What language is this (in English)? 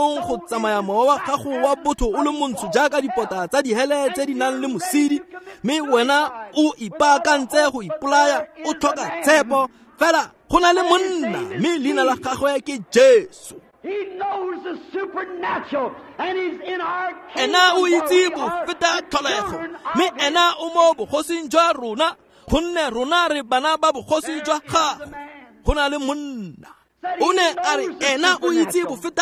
Tswana